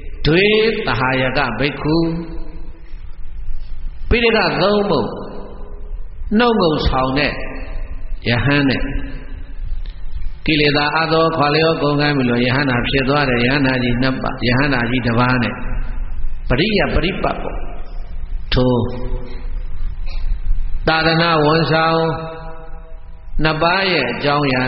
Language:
Burmese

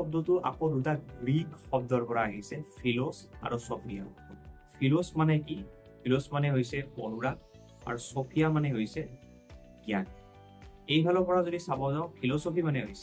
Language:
Assamese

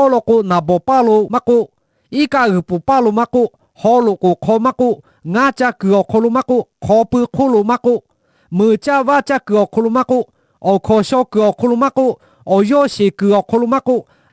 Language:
Lahu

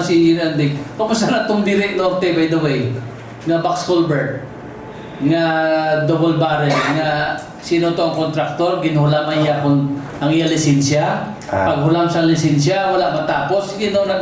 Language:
Hiligaynon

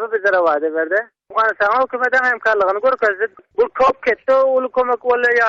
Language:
Turkmen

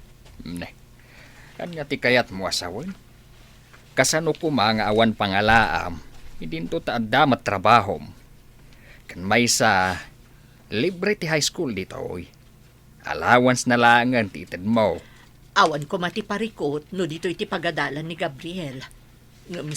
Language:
Iloko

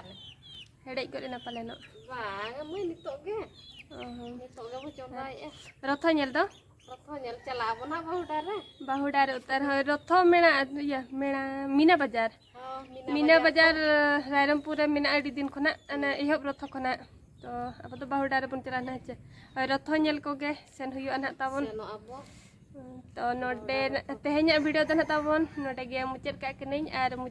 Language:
Santali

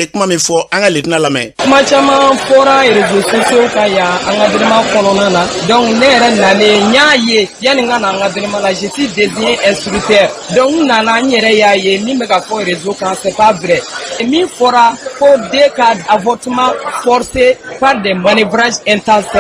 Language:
Bambara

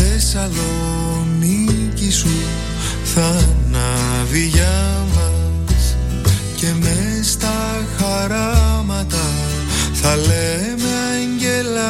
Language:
Greek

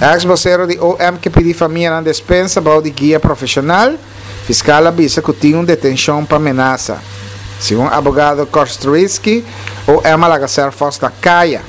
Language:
Papiamento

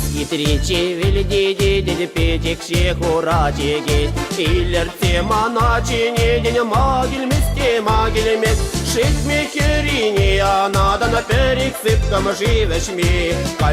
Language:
Chuvash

